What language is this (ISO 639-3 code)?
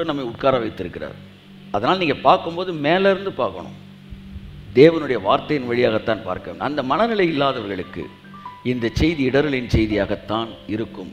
tam